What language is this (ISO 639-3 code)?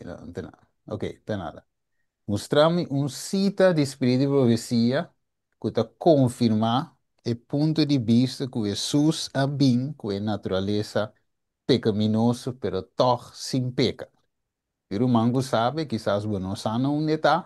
pap